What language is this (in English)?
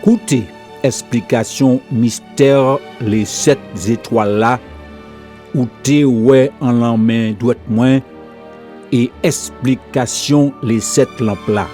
Guadeloupean Creole French